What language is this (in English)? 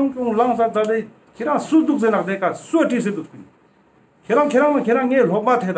Ladakhi